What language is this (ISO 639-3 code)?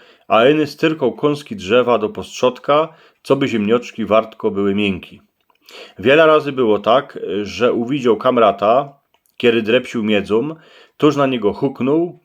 szl